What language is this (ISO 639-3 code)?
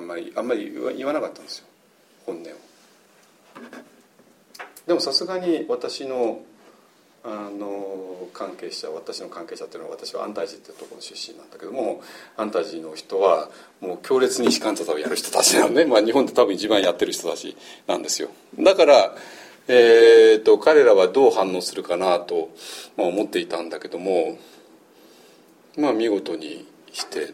jpn